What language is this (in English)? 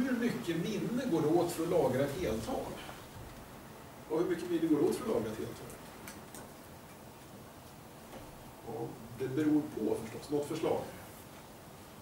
Swedish